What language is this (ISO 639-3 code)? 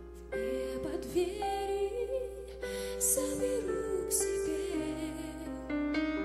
rus